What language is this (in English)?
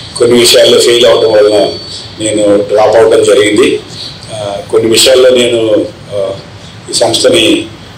Telugu